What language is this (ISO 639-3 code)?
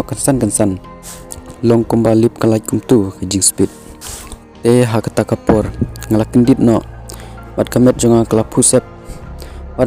kha